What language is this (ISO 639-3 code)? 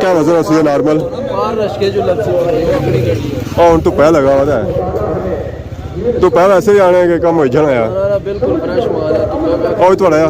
phr